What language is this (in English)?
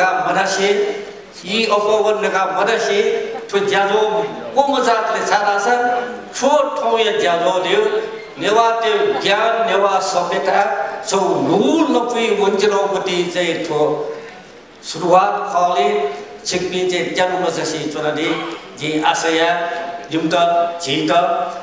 Newari